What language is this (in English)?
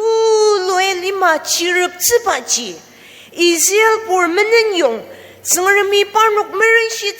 Ao Naga